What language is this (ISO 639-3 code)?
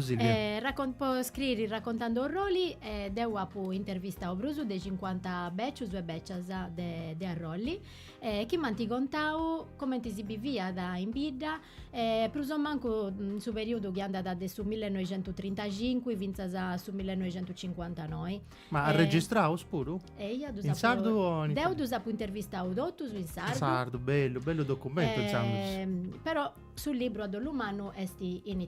srd